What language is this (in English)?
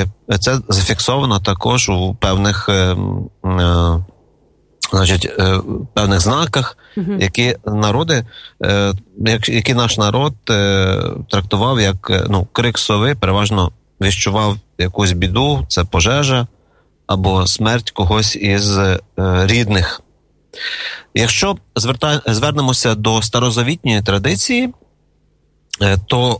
Ukrainian